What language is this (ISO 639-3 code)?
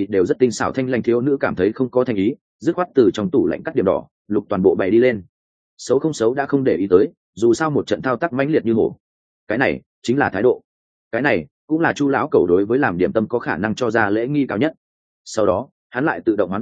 vie